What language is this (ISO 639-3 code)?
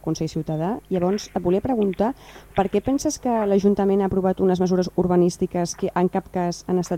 cat